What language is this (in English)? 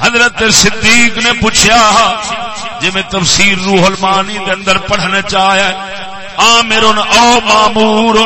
Saraiki